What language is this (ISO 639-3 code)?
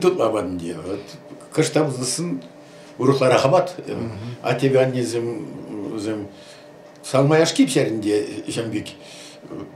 chv